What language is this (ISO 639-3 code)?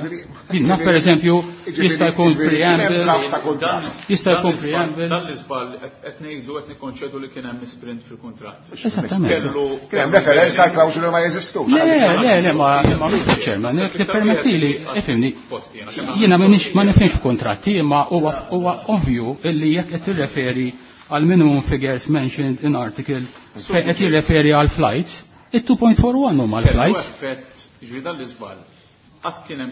mlt